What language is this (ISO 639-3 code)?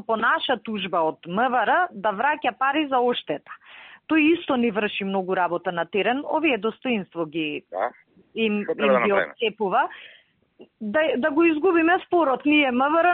mkd